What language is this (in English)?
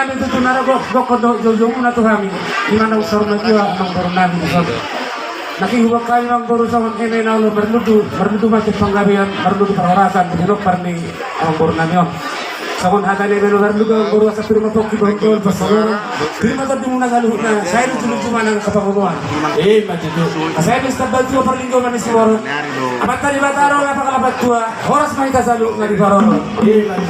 Batak Toba